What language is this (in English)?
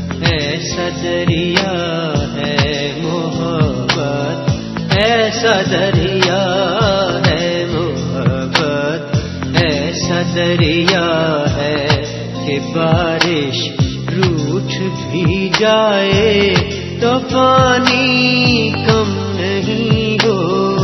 Urdu